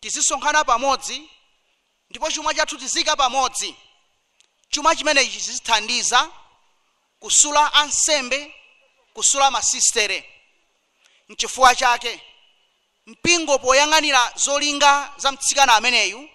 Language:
Nyanja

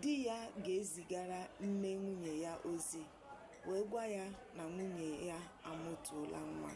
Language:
Igbo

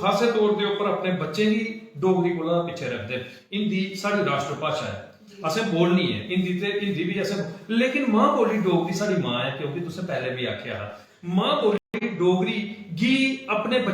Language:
Dogri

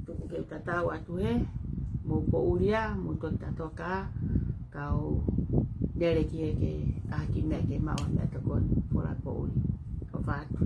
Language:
Tongan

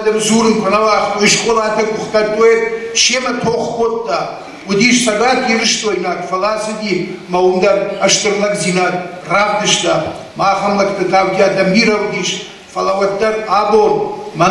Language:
Ossetic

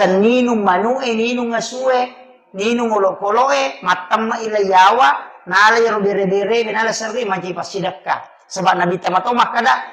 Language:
Buginese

